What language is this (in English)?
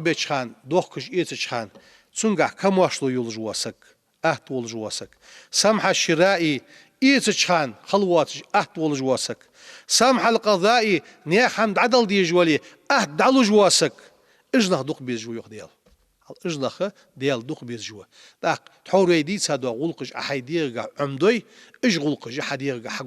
Ingush